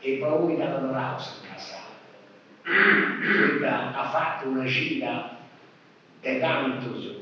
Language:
Sardinian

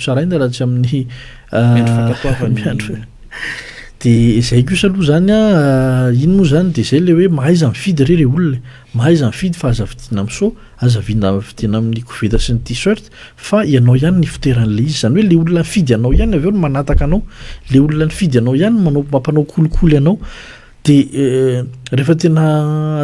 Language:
Malagasy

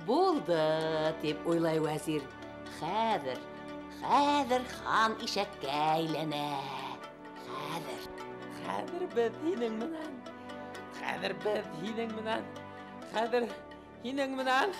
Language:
Bashkir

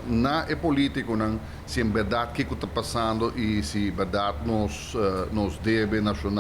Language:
Papiamento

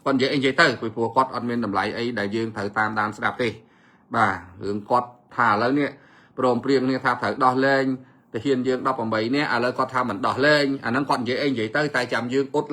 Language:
Khmer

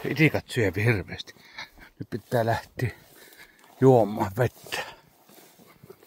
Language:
Finnish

